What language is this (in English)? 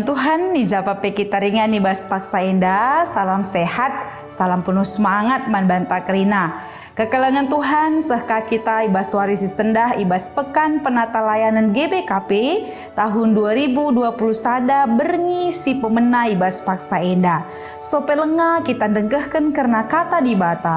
Batak Karo